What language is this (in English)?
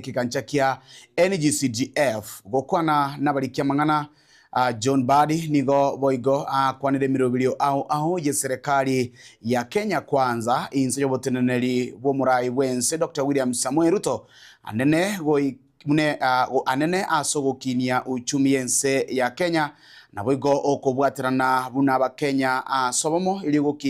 Gusii